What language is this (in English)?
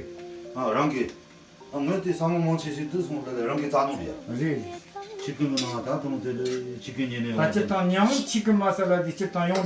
Tibetan